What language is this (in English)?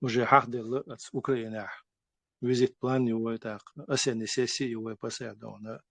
Chechen